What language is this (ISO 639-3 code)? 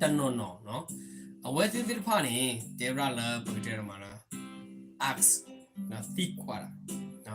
ksw